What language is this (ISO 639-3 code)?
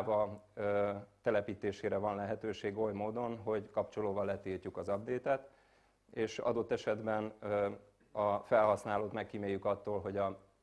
hun